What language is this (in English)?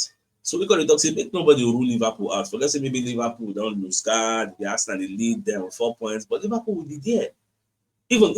Nigerian Pidgin